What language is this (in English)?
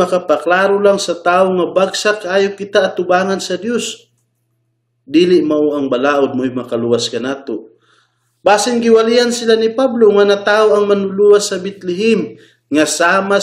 Cebuano